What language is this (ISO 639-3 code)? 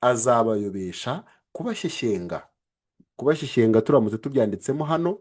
kin